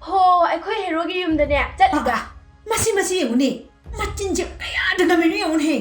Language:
Manipuri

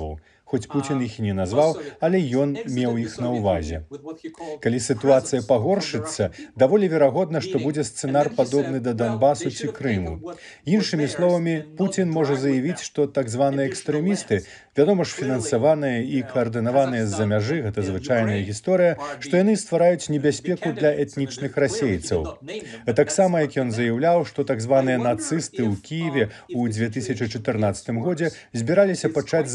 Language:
Belarusian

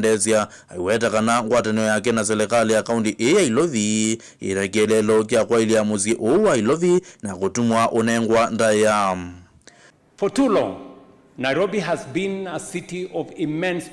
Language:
Kamba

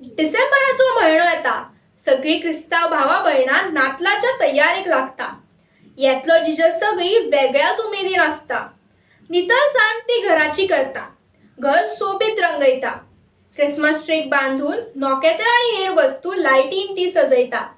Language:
Konkani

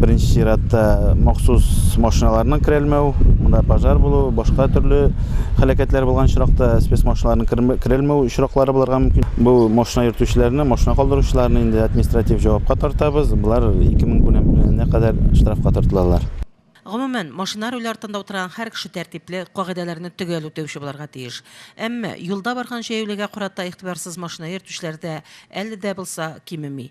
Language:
Tatar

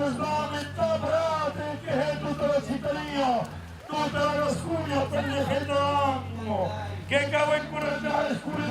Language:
Occitan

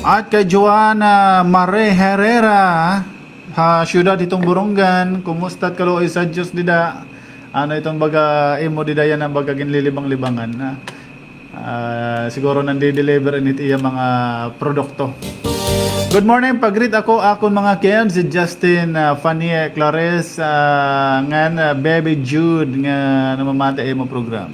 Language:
Waray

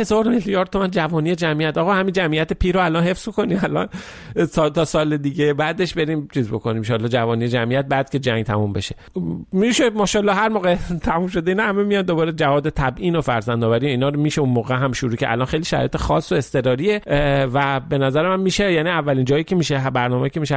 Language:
Persian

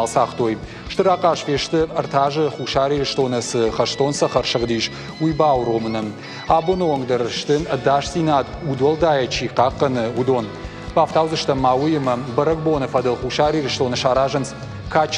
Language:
Ossetic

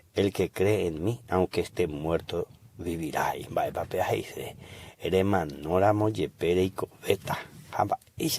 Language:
Guarani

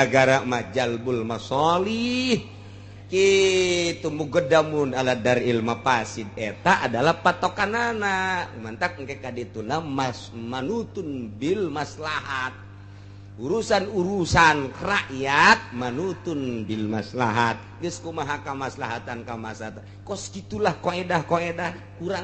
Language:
Sundanese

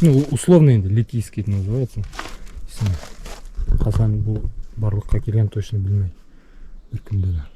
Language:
Bashkir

